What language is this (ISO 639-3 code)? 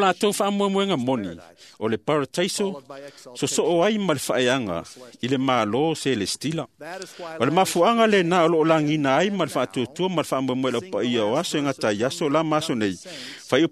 smo